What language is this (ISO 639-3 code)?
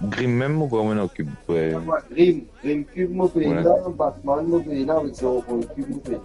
mfe